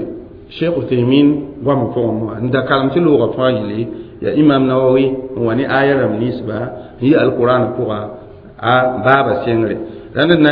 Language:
Mossi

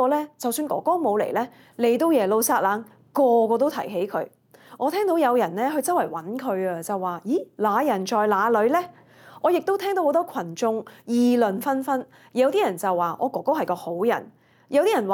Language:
Cantonese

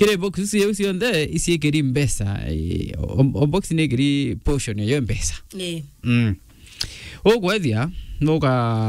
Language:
Meru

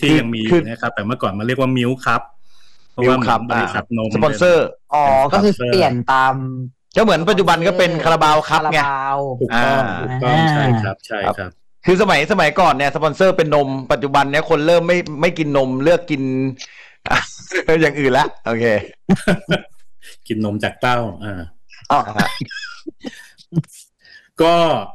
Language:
Thai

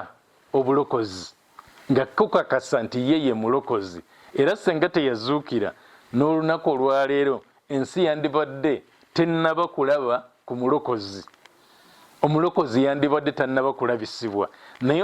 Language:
Ganda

